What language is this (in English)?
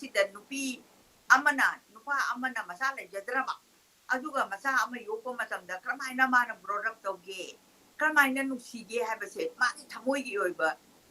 Manipuri